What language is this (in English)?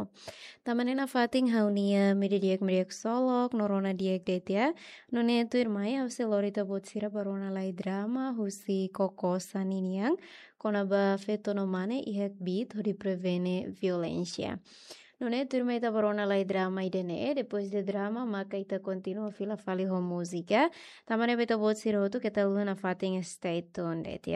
Tetum